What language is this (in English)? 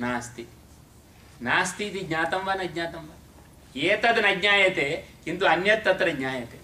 Sanskrit